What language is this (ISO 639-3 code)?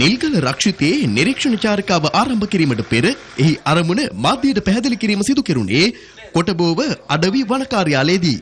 sin